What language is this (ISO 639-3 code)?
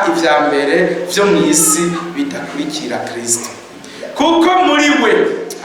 run